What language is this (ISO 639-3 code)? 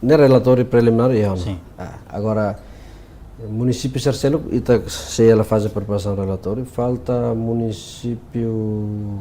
tet